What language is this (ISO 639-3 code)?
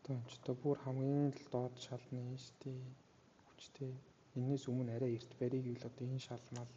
mon